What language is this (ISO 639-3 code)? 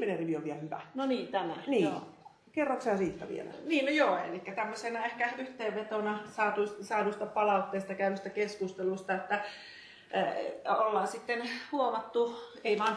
fin